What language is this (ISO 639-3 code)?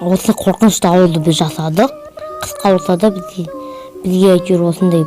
kaz